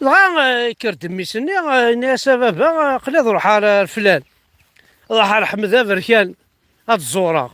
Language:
Kabyle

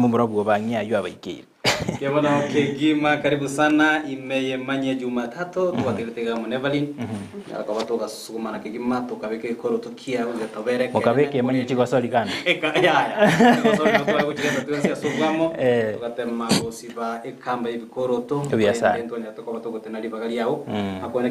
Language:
Gusii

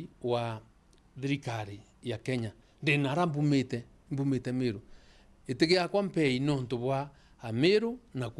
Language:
Meru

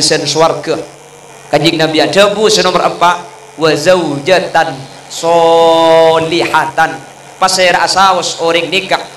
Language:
Madurese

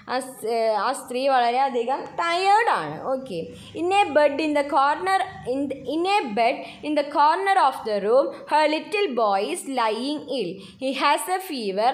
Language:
Malayalam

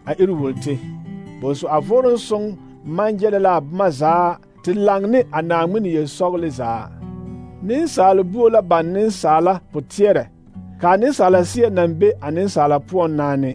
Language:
Southern Dagaare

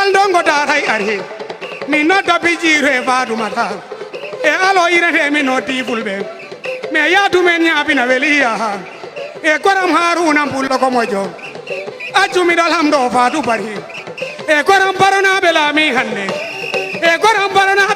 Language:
Fula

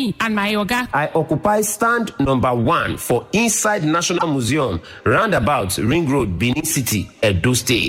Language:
Nigerian Pidgin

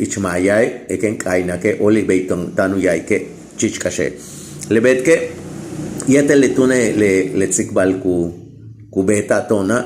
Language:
Yucateco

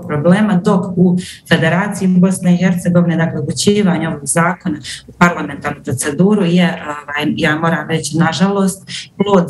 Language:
Bosnian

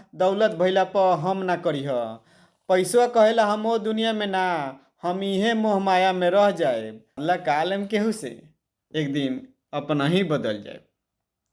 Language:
Bhojpuri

